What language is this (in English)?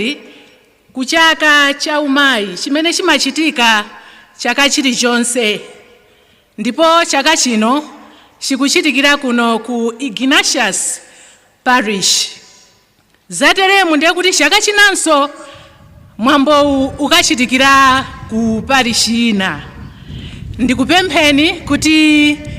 Nyanja